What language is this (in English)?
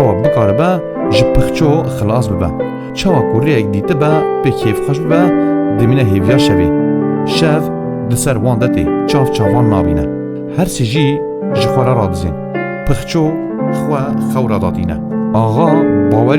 Kurdish